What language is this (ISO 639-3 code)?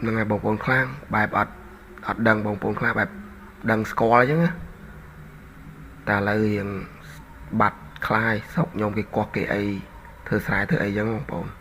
khm